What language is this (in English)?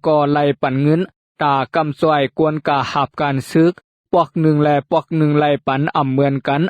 Shan